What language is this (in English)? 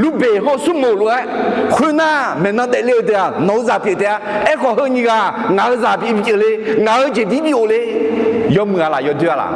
Akha